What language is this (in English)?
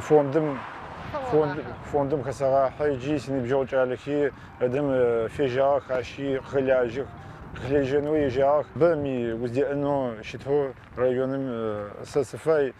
Adyghe